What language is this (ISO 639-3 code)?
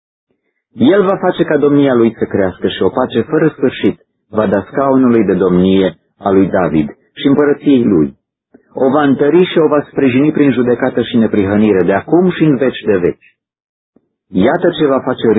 ron